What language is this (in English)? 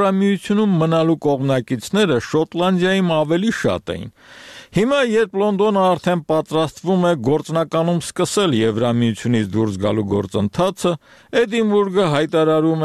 Armenian